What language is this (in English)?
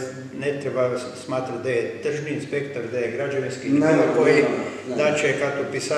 Croatian